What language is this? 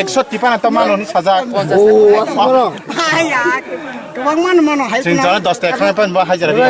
Kok Borok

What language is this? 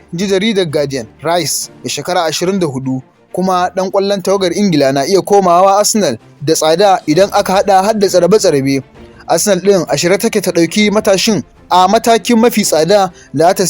Hausa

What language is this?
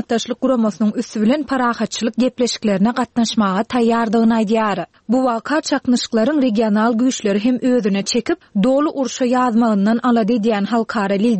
Turkmen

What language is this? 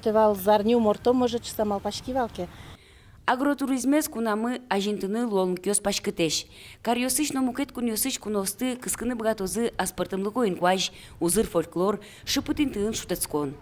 Udmurt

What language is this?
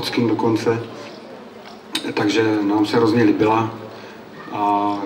Czech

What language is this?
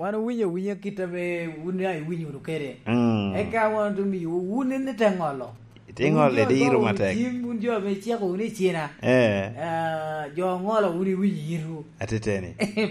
Lango (Uganda)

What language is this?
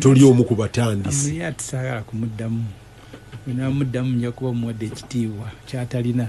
Ganda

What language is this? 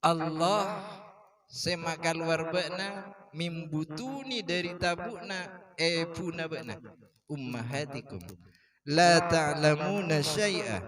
Madurese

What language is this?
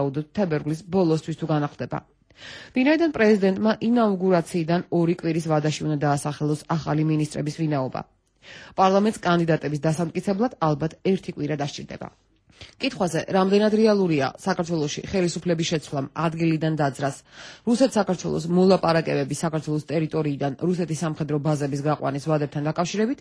Georgian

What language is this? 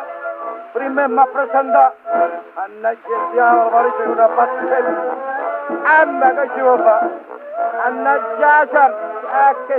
Neapolitan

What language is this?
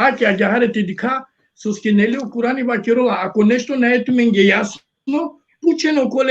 Balkan Romani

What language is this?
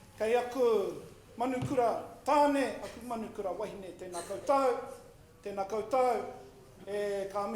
Māori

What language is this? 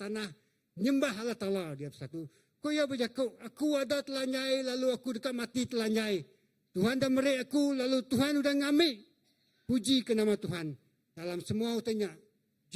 Iban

